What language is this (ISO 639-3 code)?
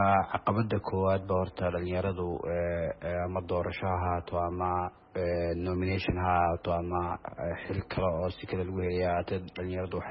som